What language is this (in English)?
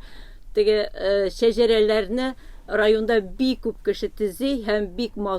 Tatar